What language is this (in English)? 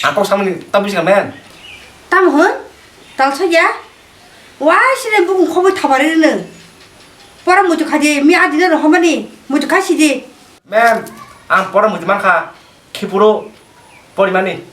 Kok Borok